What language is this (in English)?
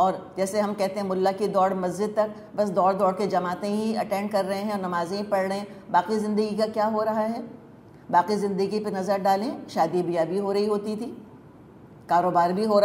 Urdu